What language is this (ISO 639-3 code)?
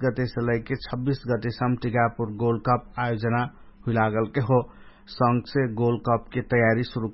thl